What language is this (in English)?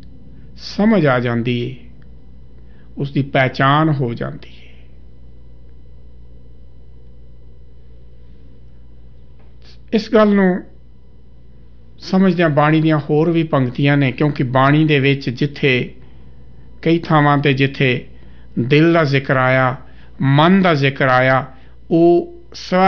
Punjabi